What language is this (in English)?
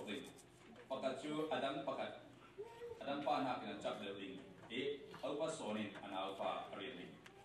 Falam Chin